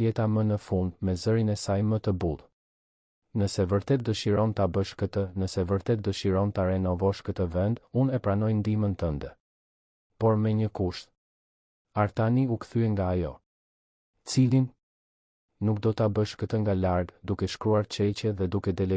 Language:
Albanian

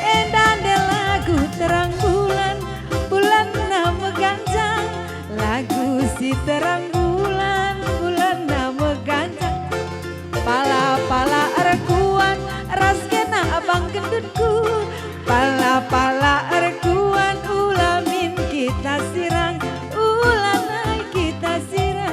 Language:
Batak Karo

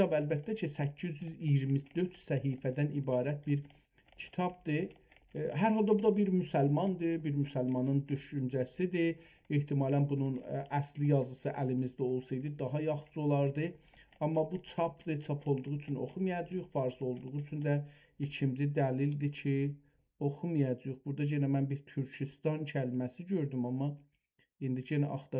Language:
South Azerbaijani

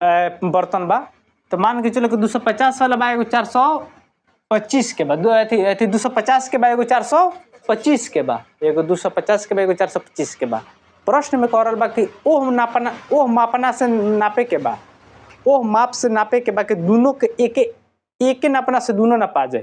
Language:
Bhojpuri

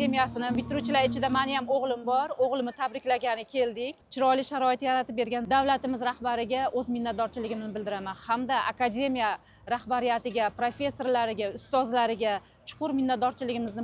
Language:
Uzbek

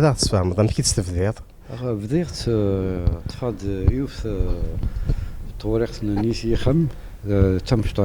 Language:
Kabyle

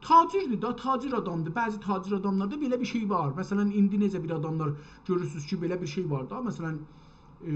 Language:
South Azerbaijani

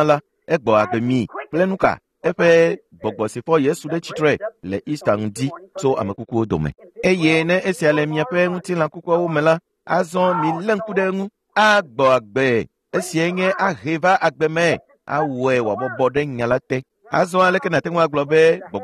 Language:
Ewe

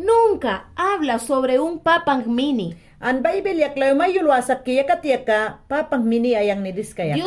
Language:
Mayangna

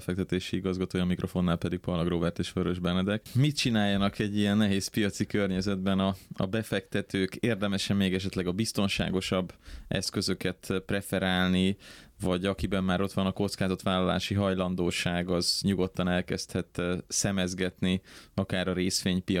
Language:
Hungarian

